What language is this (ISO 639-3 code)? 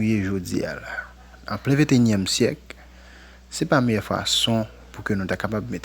hat